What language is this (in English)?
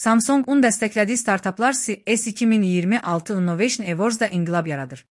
Azerbaijani